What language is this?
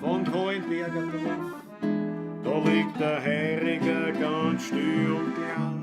Bavarian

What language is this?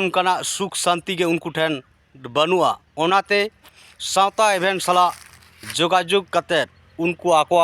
Santali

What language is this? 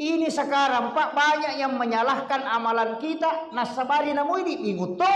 Buginese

